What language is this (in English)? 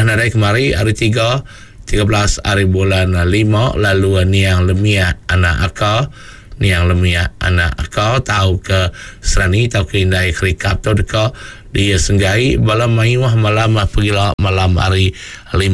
Iban